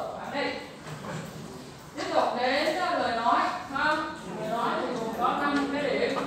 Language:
Vietnamese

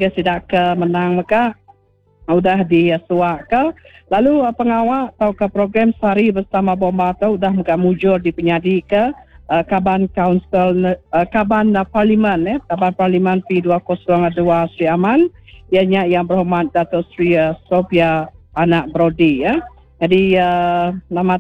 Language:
Iban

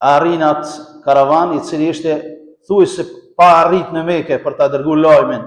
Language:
Albanian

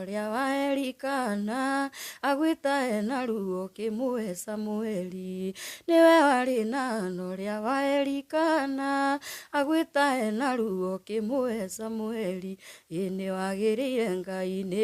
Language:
Kikuyu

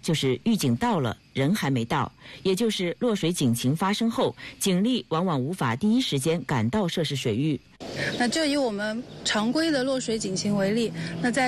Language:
Chinese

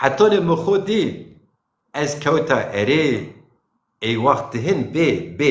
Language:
Zaza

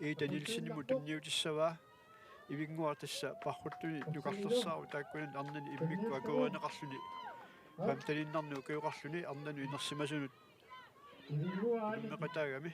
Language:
Kalaallisut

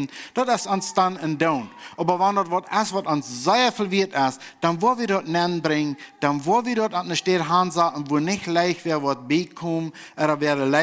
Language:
Plautdietsch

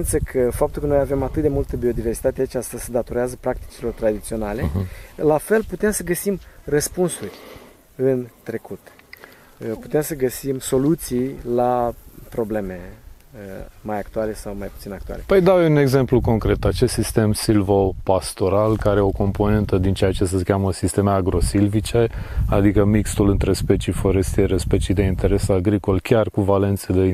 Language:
Romanian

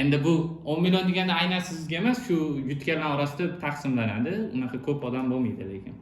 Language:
Uzbek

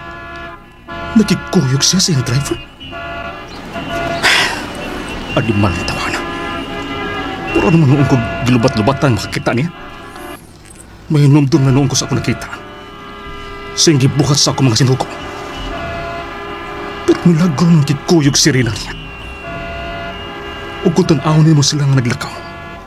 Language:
Cebuano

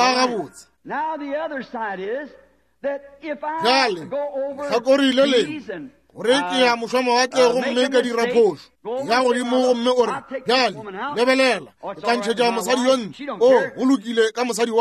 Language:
Northern Sotho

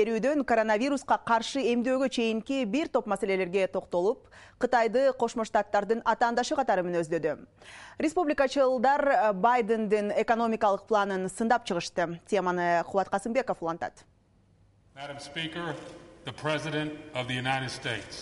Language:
Kyrgyz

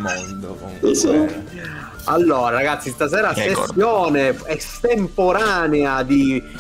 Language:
Italian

